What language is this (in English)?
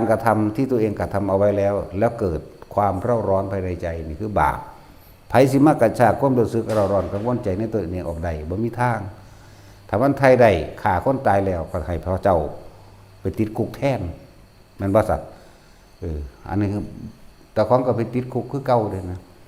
Northeastern Thai